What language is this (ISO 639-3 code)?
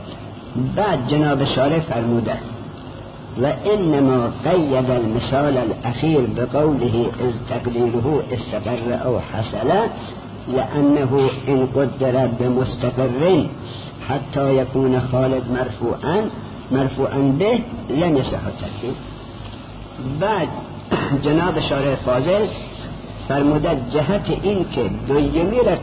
fas